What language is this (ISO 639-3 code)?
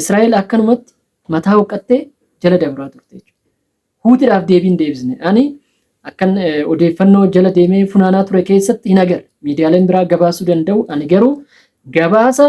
orm